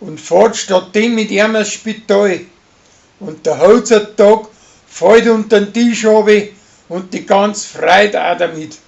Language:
Bavarian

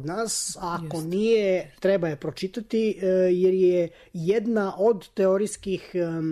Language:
Serbian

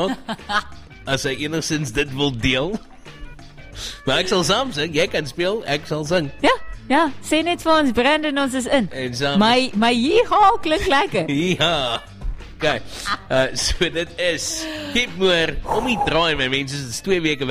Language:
Afrikaans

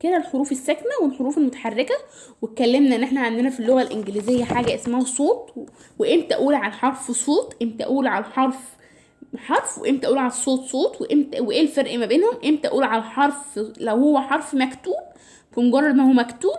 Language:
Egyptian Arabic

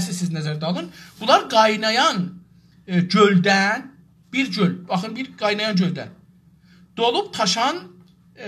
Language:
South Azerbaijani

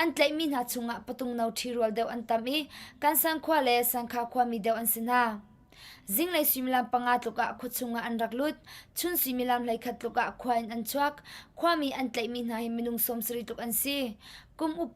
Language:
Hakha Chin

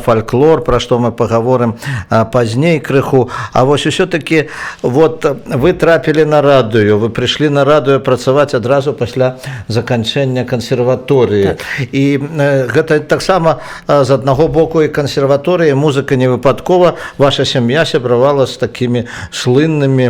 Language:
Belarusian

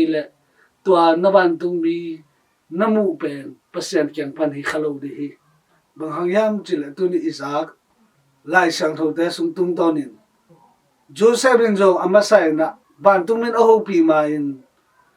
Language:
Tedim Chin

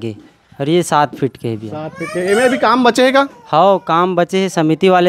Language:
Chhattisgarhi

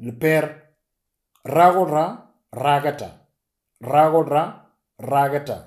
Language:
Moro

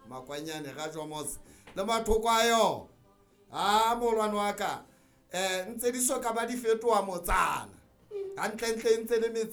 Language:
Southern Sotho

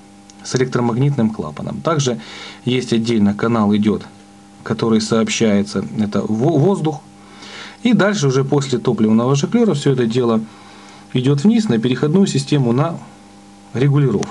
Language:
Russian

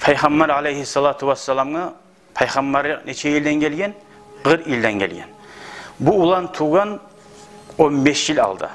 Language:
Kumyk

